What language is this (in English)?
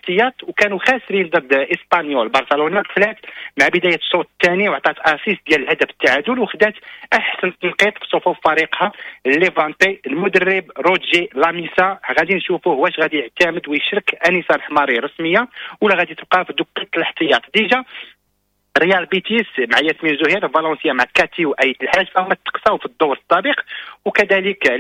Moroccan Arabic